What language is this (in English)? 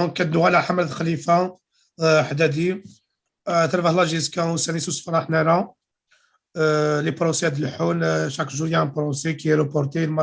Kabyle